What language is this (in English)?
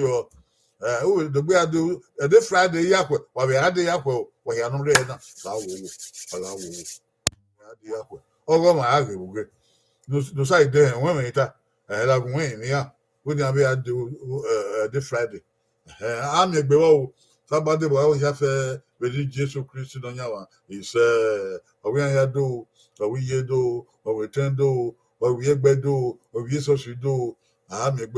Bini